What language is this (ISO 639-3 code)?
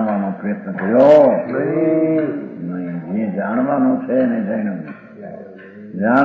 guj